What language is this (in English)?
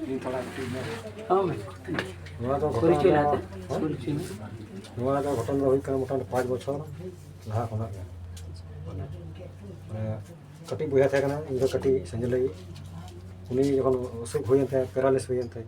Santali